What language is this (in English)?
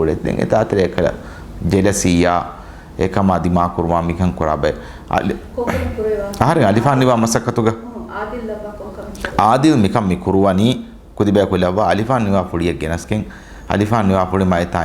Divehi